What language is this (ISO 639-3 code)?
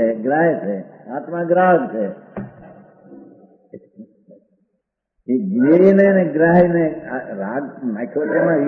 guj